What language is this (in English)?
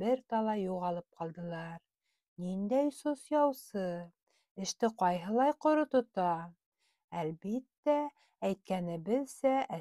Bashkir